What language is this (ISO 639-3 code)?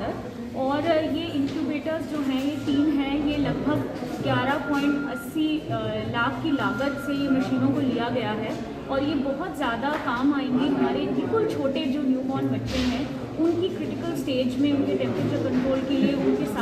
hin